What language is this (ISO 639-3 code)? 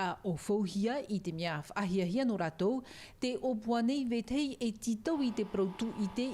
tah